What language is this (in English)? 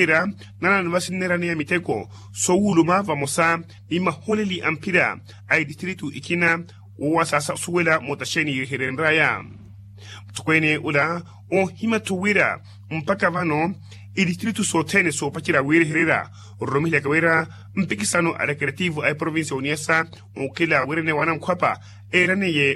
Makhuwa